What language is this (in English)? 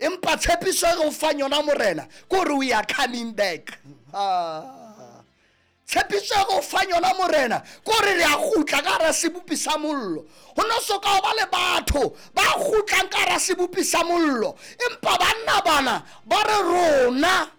Southern Sotho